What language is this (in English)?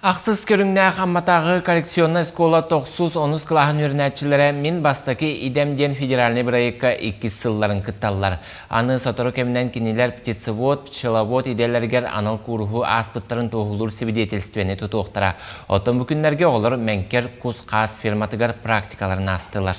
Yakut